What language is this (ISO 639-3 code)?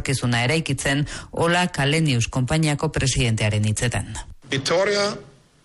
eus